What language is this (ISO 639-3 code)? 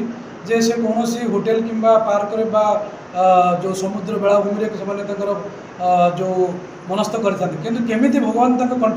ori